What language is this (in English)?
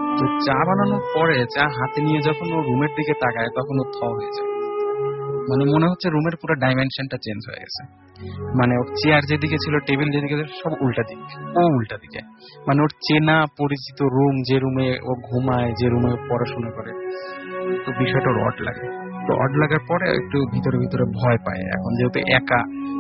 Bangla